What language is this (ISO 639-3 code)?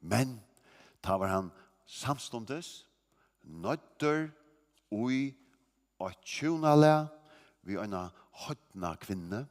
fao